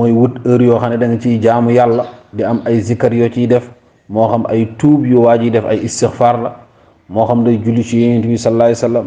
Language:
Wolof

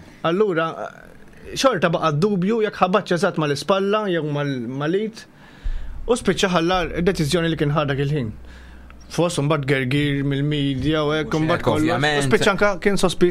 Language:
Maltese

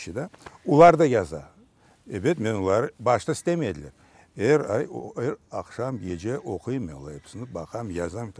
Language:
Crimean Tatar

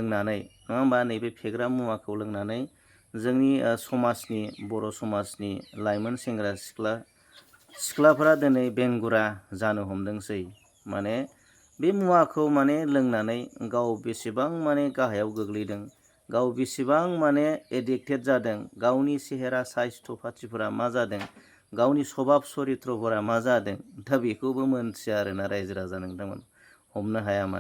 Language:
Bodo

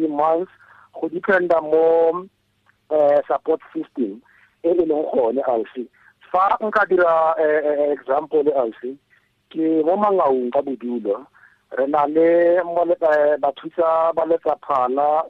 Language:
Tswana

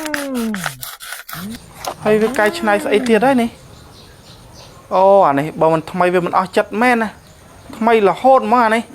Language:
Khmer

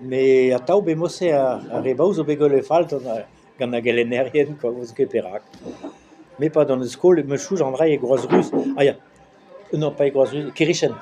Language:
Breton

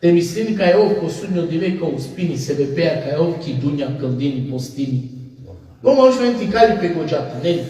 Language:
Balkan Romani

